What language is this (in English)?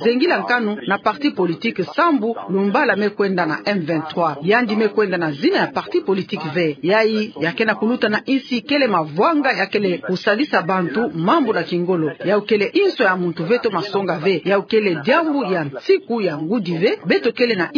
Kituba (Democratic Republic of Congo)